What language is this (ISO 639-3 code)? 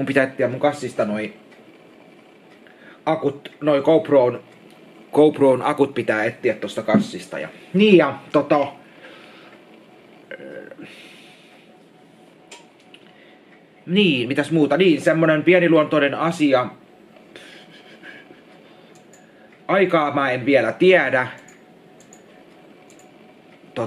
fin